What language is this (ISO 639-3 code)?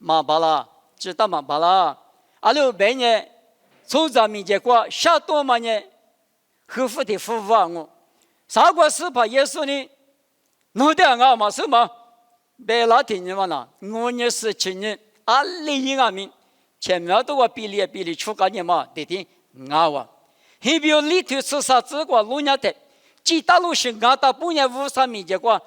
lis